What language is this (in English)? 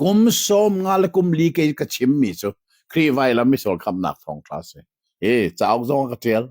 Hakha Chin